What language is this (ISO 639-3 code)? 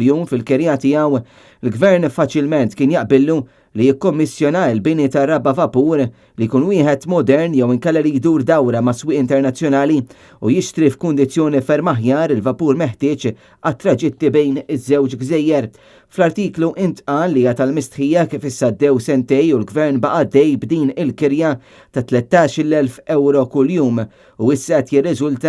mlt